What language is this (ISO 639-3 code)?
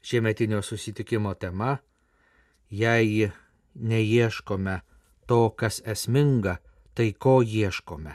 lit